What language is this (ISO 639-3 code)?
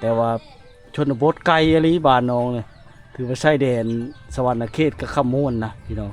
lao